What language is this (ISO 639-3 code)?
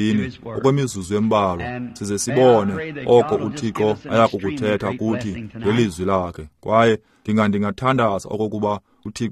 xho